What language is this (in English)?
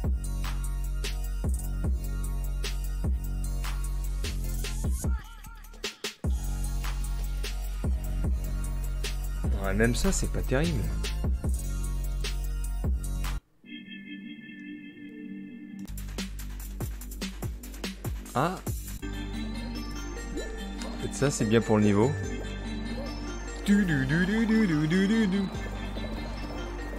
French